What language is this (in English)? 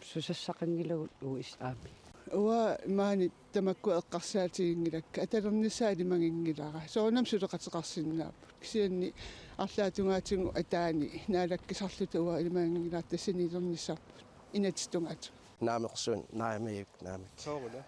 Kalaallisut